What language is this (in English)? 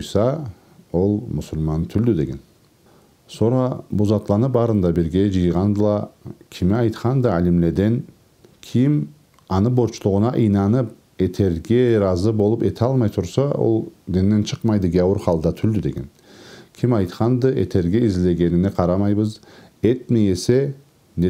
Karachay-Balkar